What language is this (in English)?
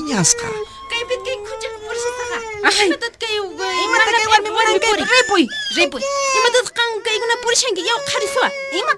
Quechua